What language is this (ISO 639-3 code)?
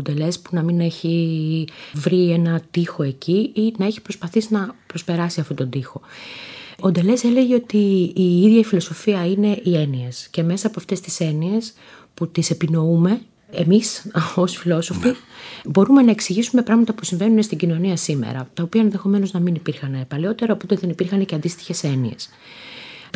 ell